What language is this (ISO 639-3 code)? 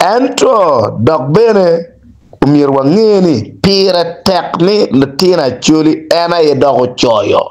ach